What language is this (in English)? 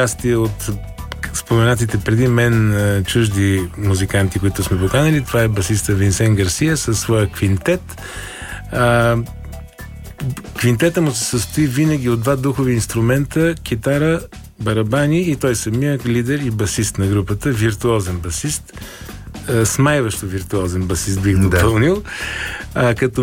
Bulgarian